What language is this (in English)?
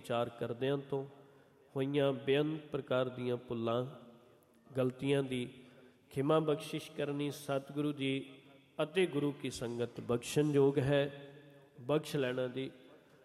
Punjabi